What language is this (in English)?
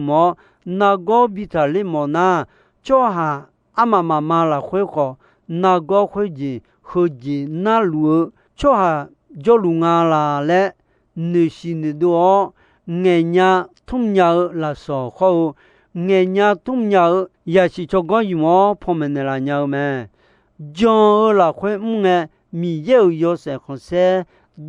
Akha